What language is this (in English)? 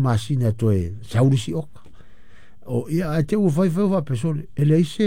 Samoan